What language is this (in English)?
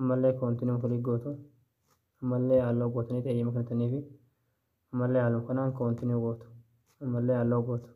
Oromo